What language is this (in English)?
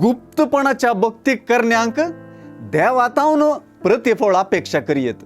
Konkani